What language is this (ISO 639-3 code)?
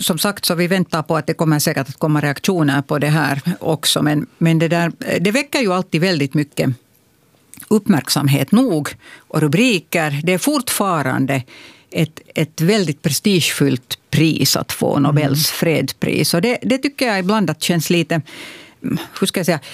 swe